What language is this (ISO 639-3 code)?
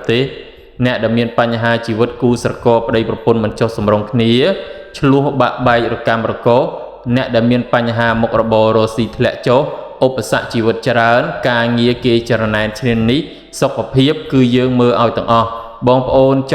khm